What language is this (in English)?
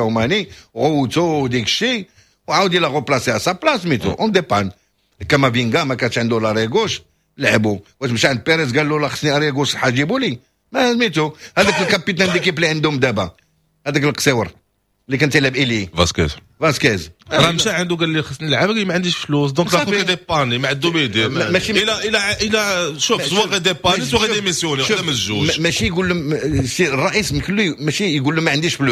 Moroccan Arabic